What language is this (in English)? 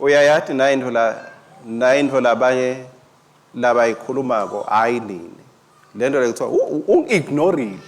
Swati